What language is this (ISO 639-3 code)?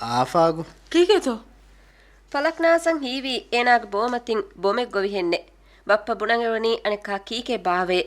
div